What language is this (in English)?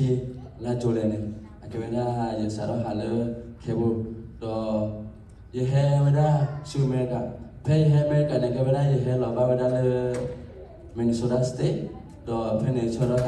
S'gaw Karen